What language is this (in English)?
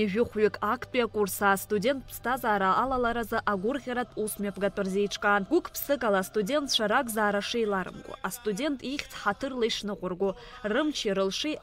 Abkhazian